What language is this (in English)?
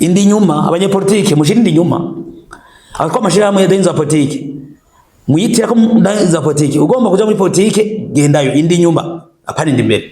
Rundi